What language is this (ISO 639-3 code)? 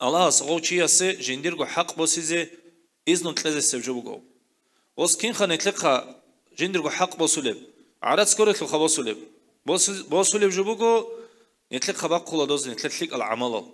ava